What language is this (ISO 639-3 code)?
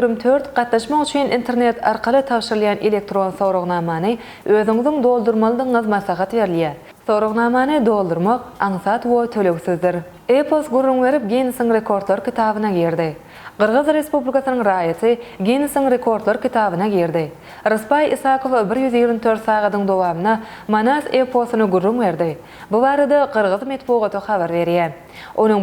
tuk